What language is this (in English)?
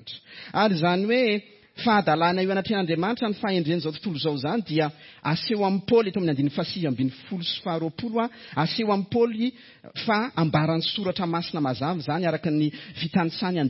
Malagasy